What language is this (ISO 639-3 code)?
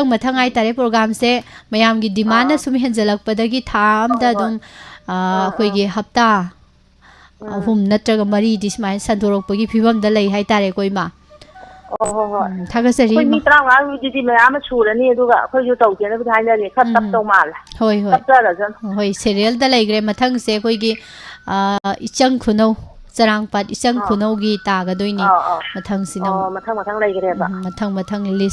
mni